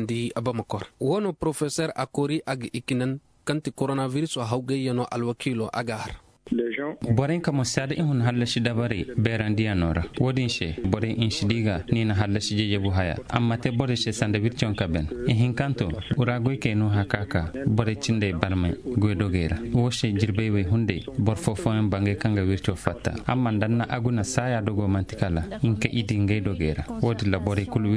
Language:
Zarma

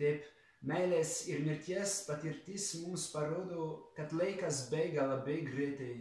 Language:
Lithuanian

